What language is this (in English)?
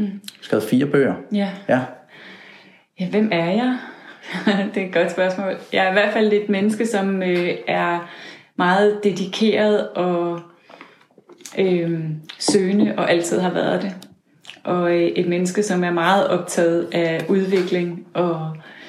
Danish